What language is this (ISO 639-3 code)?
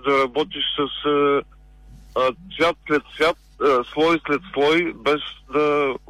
bul